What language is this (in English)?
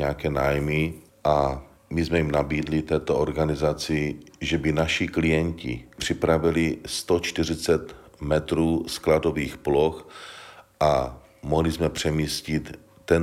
Czech